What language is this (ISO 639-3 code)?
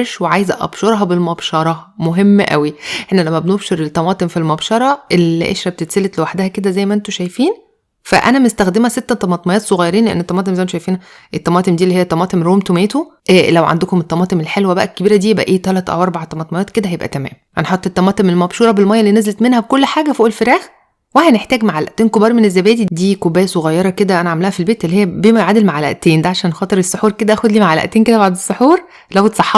arz